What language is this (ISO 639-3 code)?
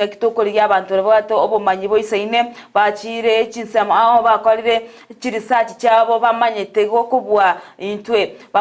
guz